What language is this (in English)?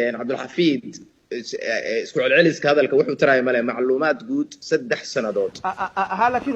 Somali